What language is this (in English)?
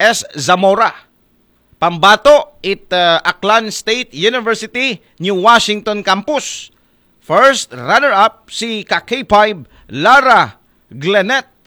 Aklanon